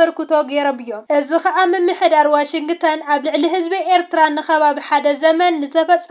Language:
Tigrinya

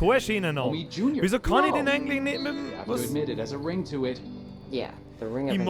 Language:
Bavarian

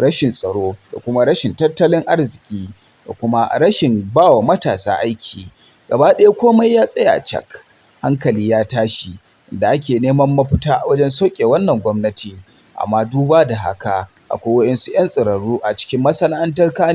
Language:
Hausa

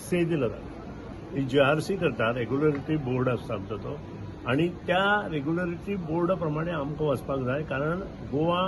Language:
Konkani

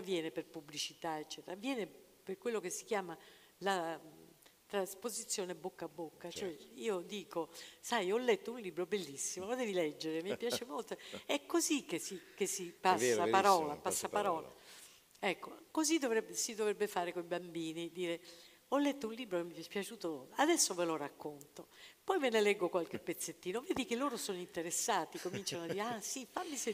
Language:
Italian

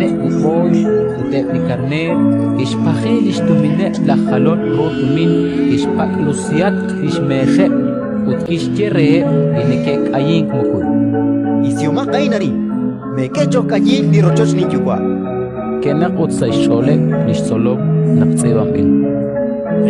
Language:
Kekchí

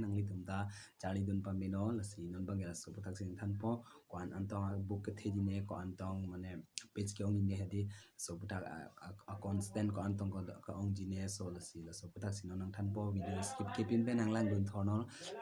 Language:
Karbi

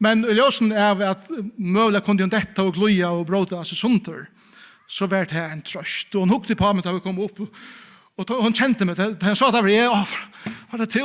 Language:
Faroese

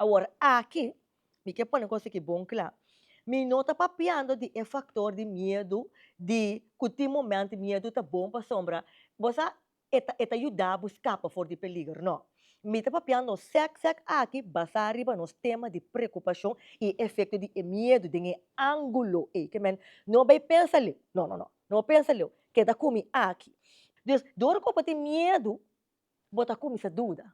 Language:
Papiamento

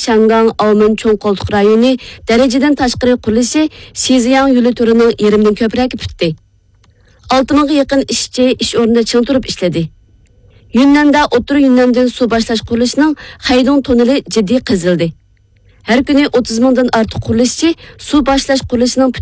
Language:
Uyghur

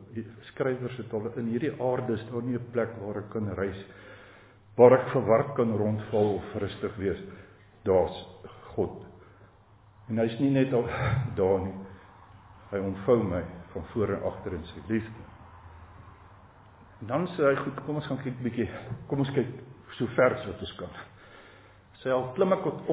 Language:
Afrikaans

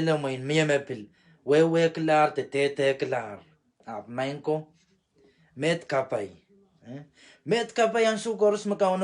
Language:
Pohnpeian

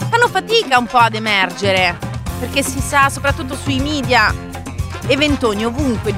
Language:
Italian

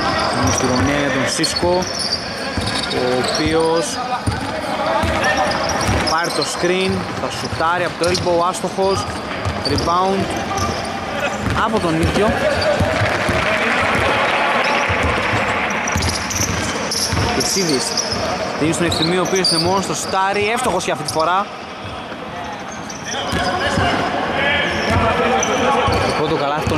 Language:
Greek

